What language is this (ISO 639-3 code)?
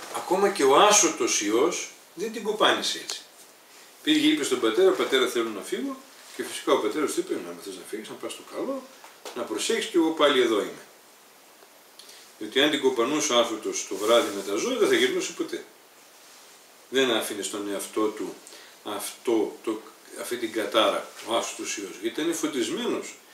ell